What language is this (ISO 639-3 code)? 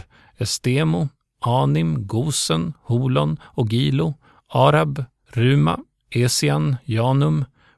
swe